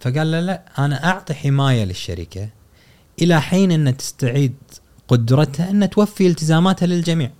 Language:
Gulf Arabic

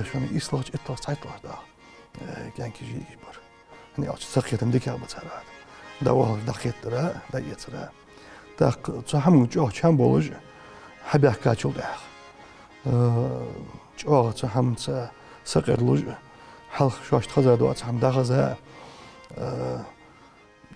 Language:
Ingush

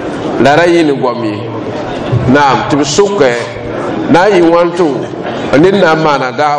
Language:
Mossi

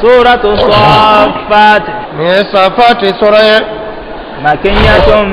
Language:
Bambara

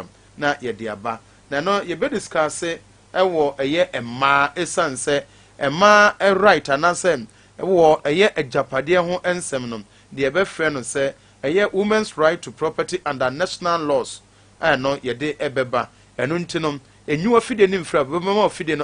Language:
Akan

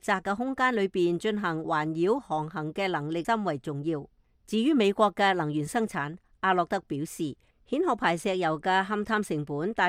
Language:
Cantonese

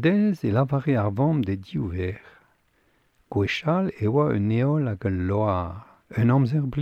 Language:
Breton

